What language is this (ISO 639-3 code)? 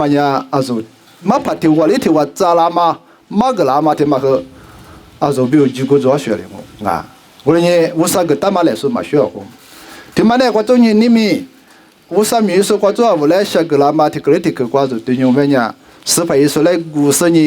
lis